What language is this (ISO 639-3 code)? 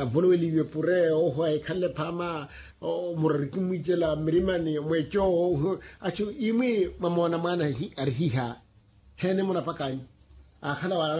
vmw